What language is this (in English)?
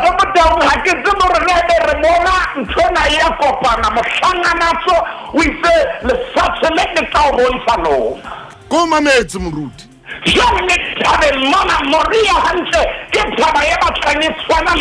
Southern Sotho